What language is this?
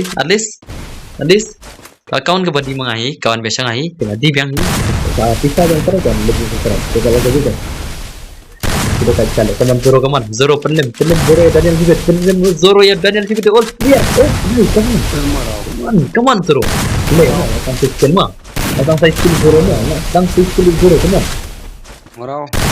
Khasi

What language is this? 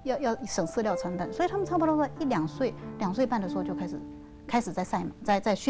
Chinese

